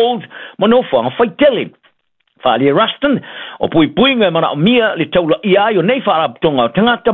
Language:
Samoan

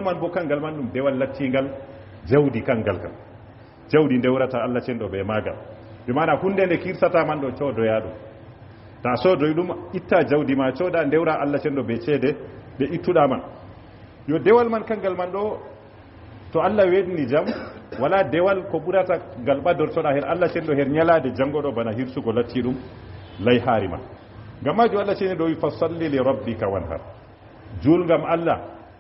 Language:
Fula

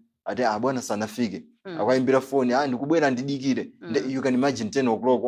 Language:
Nyanja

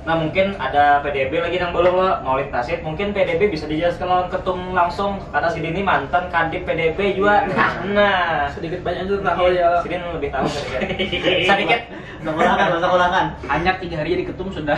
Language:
Banjar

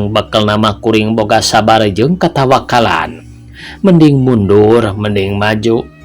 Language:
Sundanese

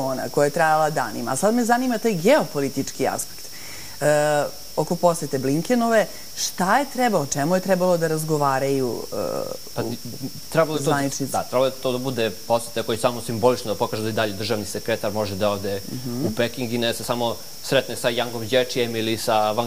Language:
Serbian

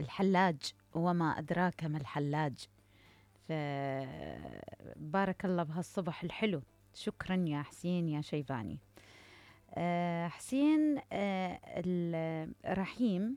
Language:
Mesopotamian Arabic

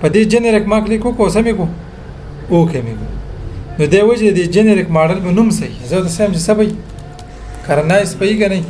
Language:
Pashto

